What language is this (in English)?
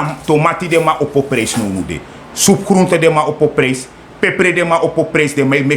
Sranan Tongo